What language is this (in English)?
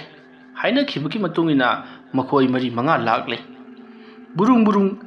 Manipuri